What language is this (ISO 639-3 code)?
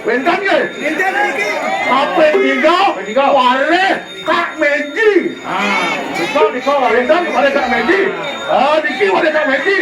ban